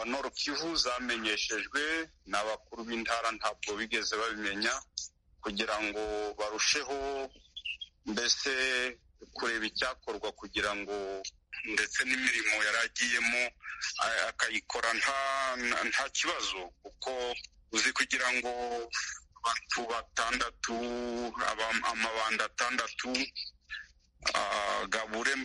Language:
Kinyarwanda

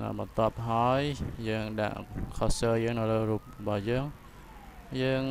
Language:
Khmer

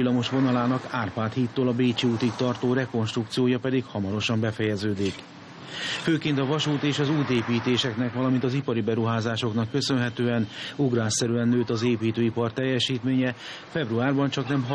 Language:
Hungarian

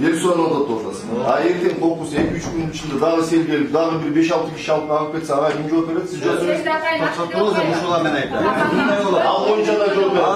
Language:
Kyrgyz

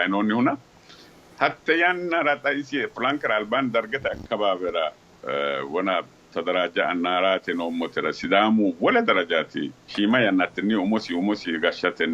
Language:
Sidamo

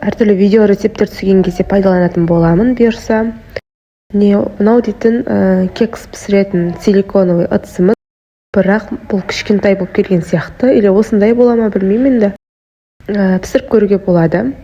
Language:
Kazakh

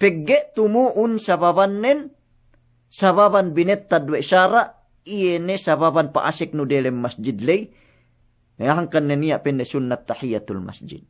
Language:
Yakan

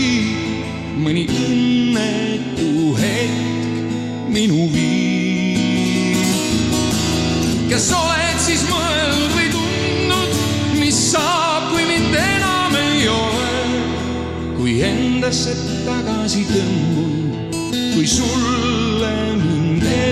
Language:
Estonian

